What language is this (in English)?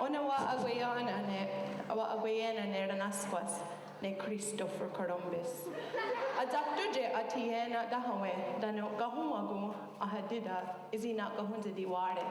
Mohawk